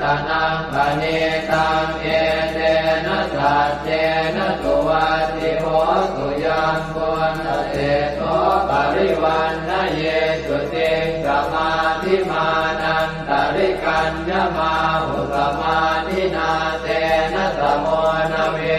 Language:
Pali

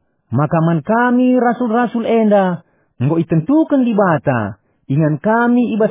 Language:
Batak Karo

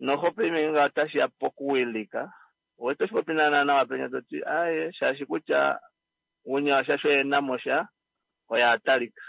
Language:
Kuanyama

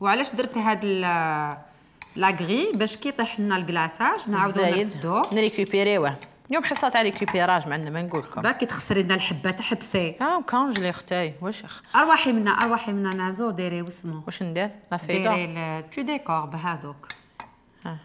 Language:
Algerian Arabic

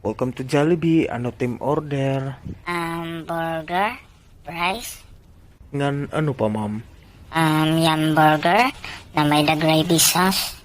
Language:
Waray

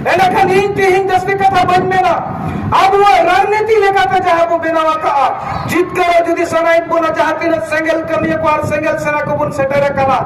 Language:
Santali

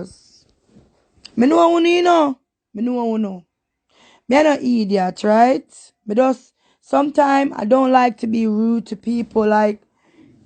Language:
Jamaican Creole English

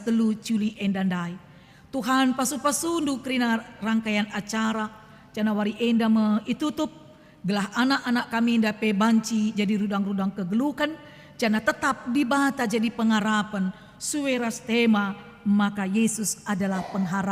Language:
Batak Karo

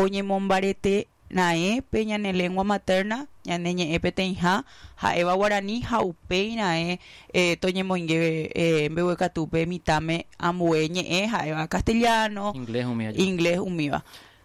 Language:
Guarani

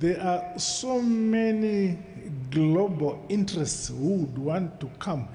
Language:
Tswana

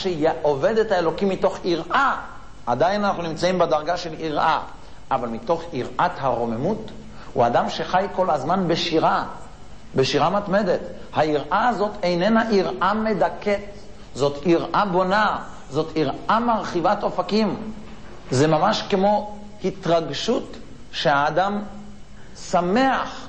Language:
Hebrew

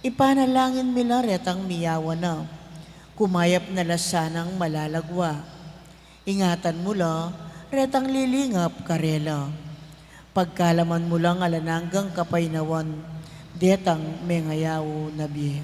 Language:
Pampanga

